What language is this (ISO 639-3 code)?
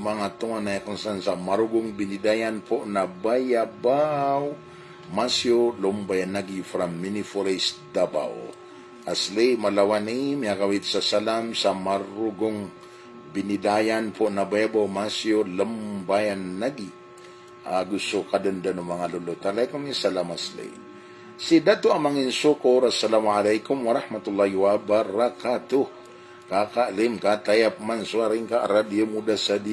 mrw